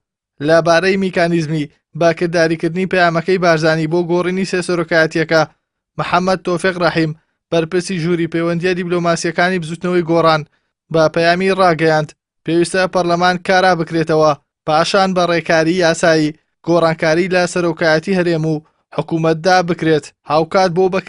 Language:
Central Kurdish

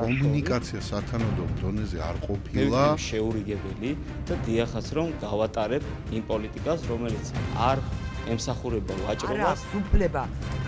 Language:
Georgian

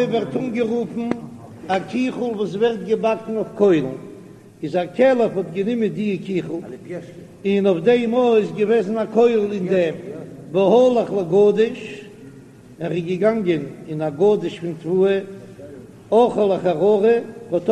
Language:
Yiddish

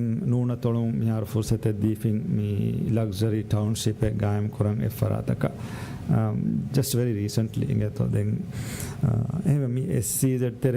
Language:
Divehi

